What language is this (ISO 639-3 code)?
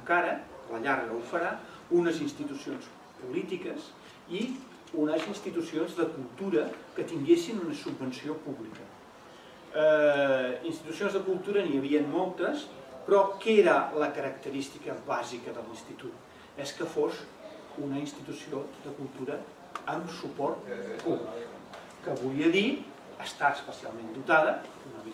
cat